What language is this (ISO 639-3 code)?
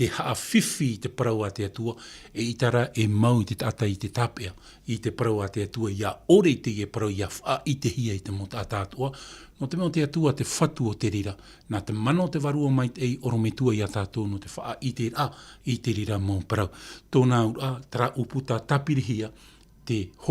tah